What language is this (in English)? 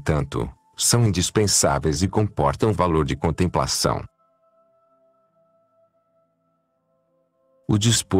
Portuguese